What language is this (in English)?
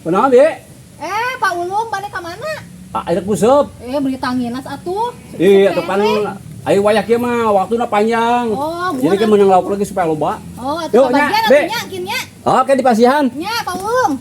Sundanese